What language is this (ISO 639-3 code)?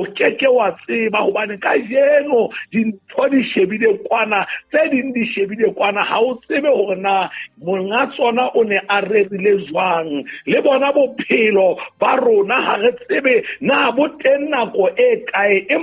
sot